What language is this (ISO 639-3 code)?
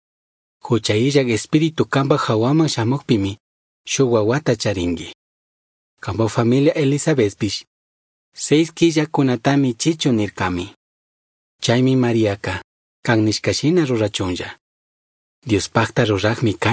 qug